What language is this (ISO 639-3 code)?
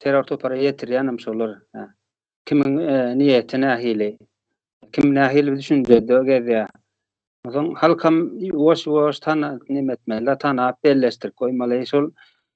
tuk